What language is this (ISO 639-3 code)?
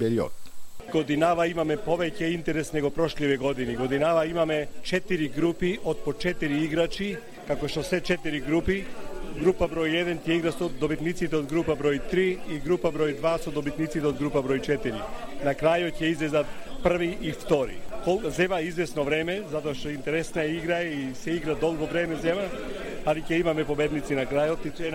mkd